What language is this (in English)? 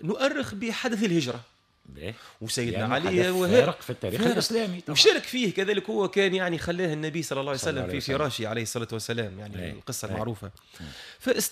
Tunisian Arabic